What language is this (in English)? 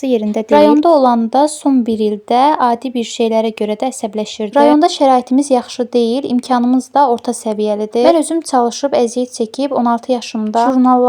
Azerbaijani